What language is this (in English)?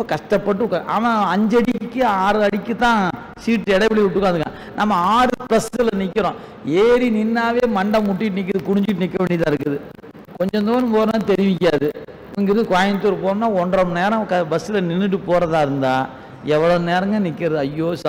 Tamil